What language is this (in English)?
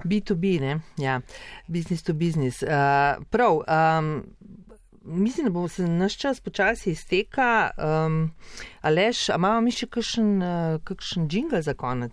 Slovenian